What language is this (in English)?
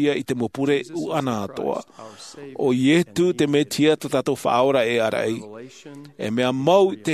Tahitian